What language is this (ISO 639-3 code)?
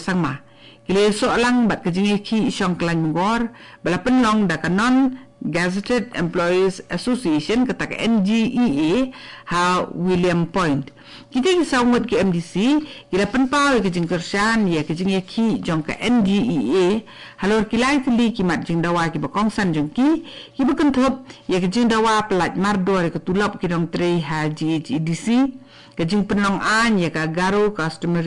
kha